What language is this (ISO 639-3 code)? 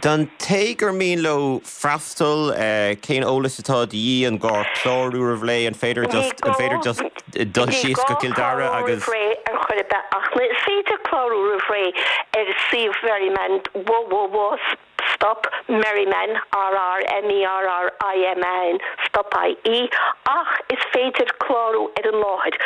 gle